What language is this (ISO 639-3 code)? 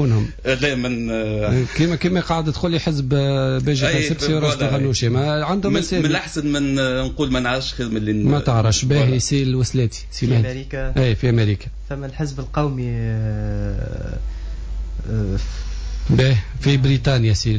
aeb